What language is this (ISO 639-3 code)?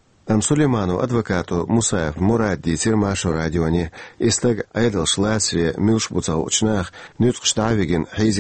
che